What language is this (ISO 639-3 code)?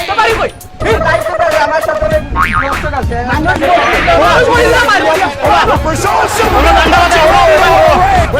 syl